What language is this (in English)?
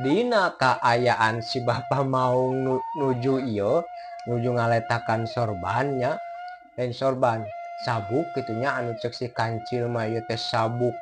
Sundanese